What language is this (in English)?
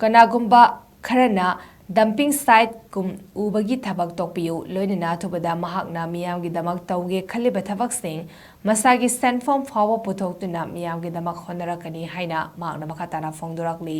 Manipuri